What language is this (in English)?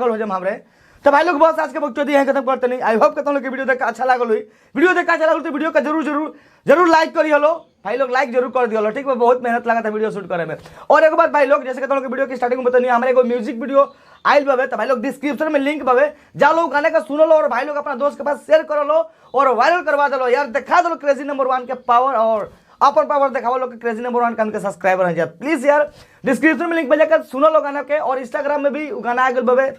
Bhojpuri